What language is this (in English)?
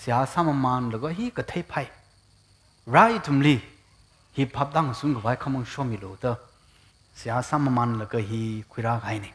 Tangkhul Naga (India)